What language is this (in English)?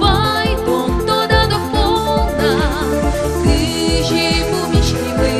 Udmurt